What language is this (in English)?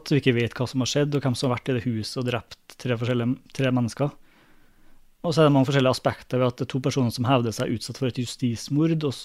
Norwegian